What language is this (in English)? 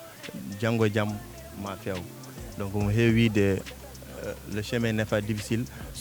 Fula